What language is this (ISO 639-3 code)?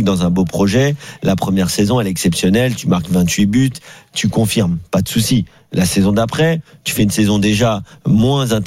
fra